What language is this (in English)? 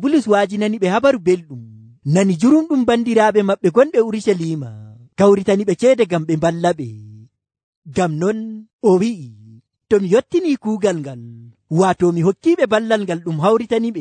Nigerian Fulfulde